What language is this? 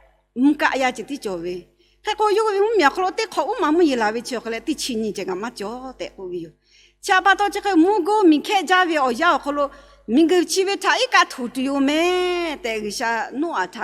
Lahu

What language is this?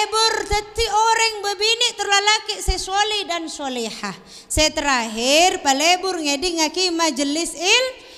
Madurese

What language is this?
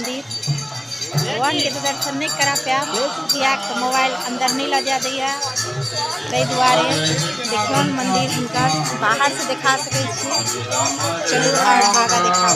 Maithili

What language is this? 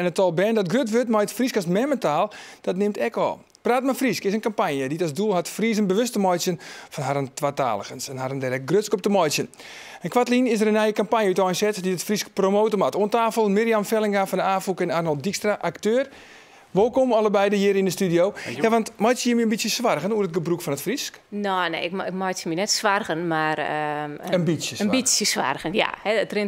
Western Frisian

